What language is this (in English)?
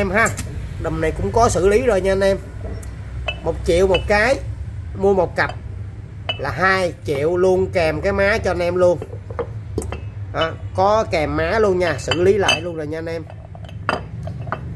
Vietnamese